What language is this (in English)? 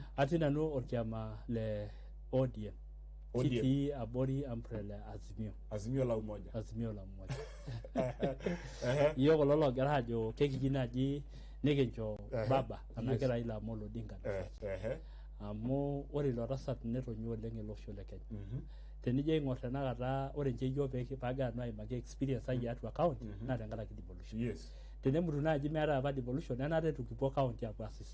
Masai